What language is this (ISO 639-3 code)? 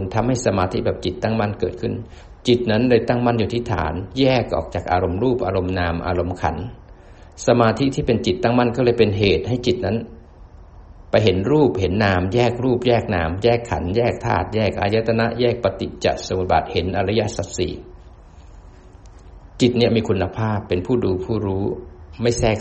tha